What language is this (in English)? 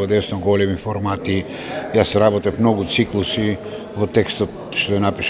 Macedonian